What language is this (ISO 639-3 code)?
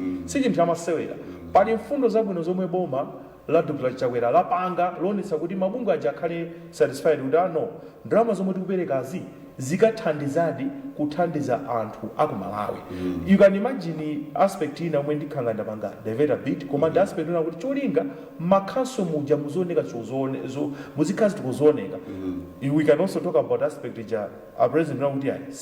nya